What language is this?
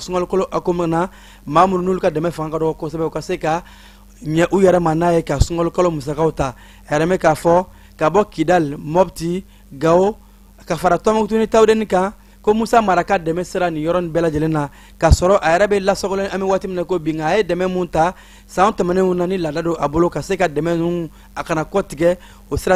Bambara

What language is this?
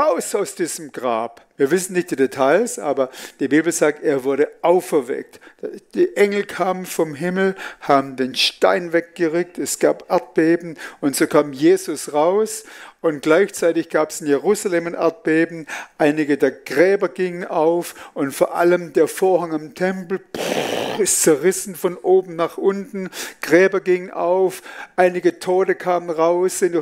Swiss German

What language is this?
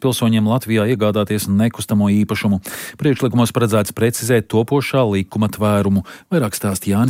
Latvian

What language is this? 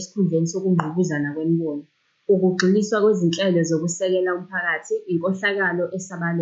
Zulu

